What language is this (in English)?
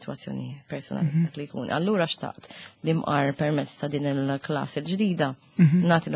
Maltese